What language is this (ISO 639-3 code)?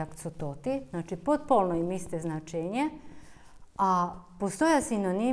rue